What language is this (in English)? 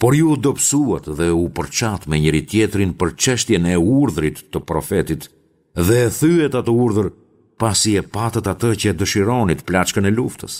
Albanian